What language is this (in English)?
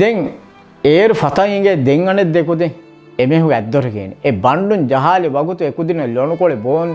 Divehi